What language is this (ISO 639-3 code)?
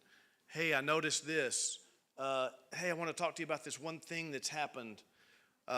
eng